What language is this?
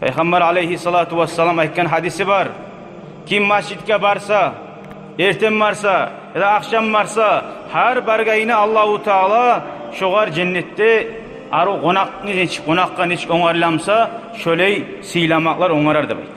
Kumyk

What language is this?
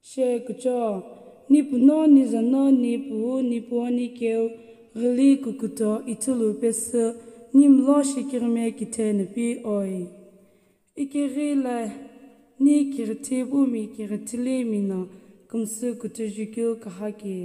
Sumi Naga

